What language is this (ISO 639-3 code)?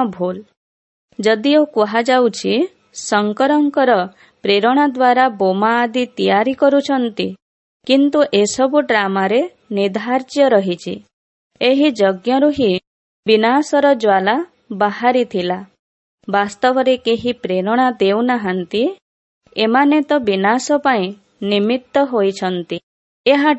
ori